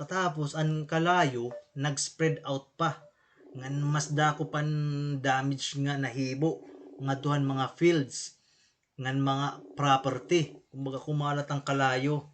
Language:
Waray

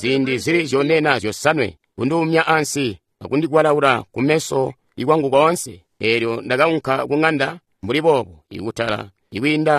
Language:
Tonga (Zambia)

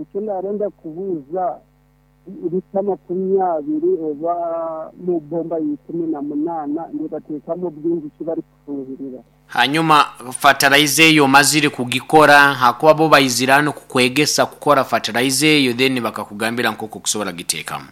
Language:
Nyoro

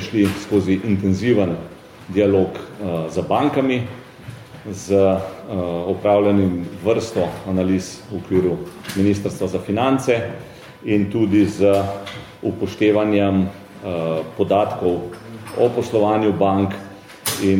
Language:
Slovenian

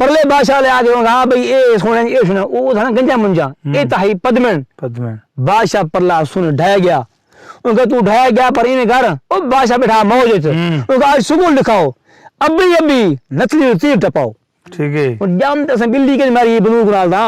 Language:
Saraiki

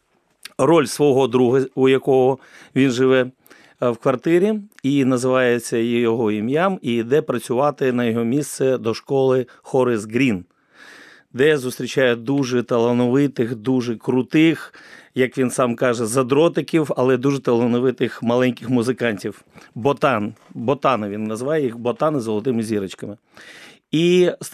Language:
Ukrainian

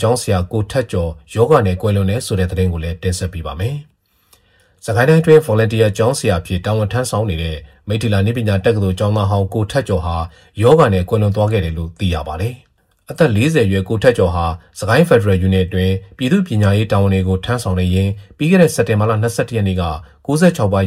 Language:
Burmese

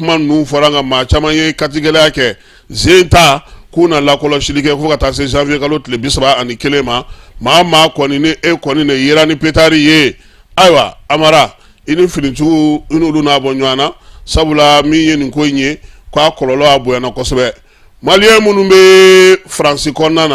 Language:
Bambara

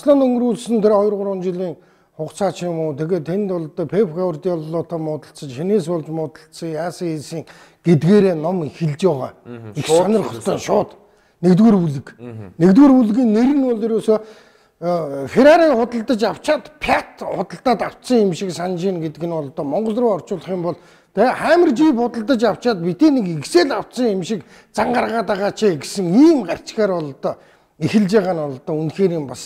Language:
Mongolian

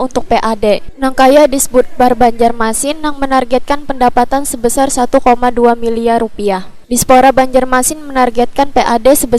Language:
Banjar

